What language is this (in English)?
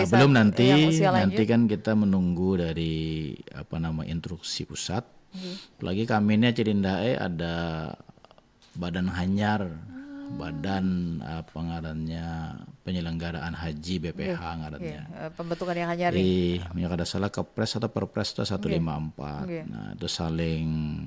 Banjar